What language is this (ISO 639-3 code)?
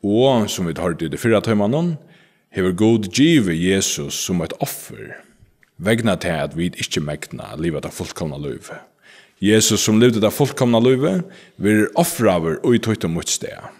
fao